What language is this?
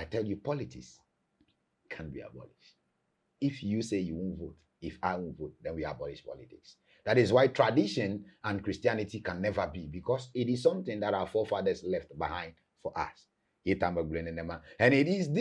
Ewe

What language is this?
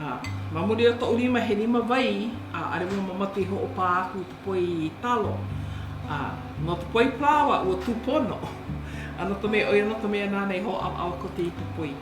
Hawaiian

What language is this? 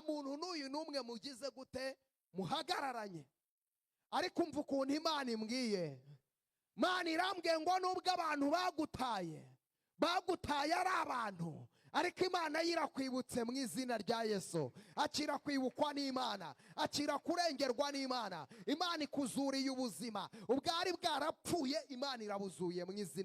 Kinyarwanda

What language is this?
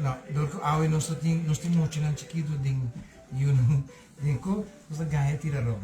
Papiamento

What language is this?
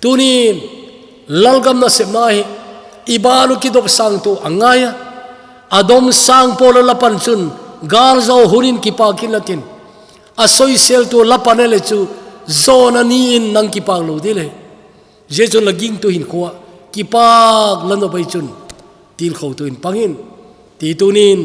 Thado Chin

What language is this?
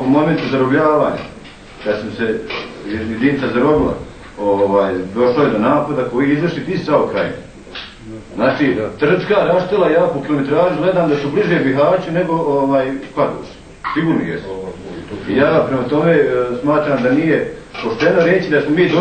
Bosnian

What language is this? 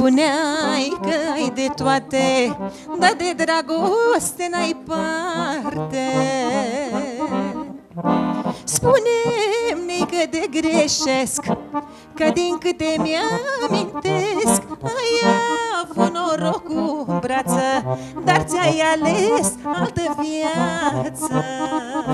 Romanian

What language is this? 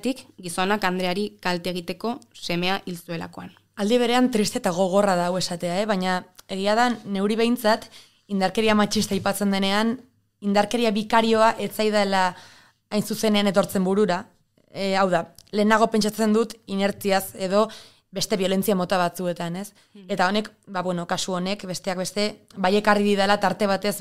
Basque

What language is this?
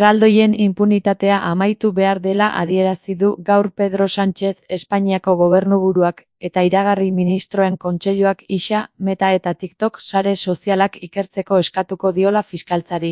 Basque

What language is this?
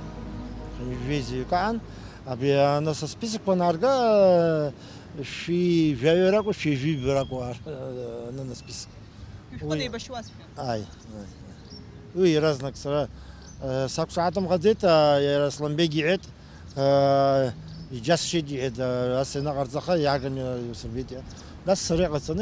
Abkhazian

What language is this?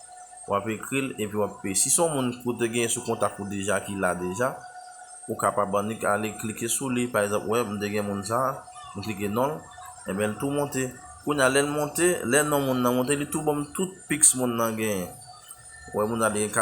Haitian Creole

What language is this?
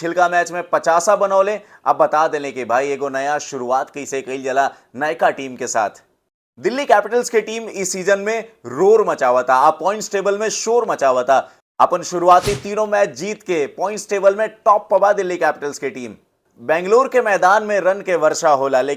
Bhojpuri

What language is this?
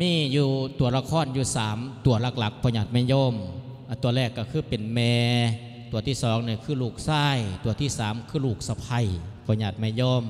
Lao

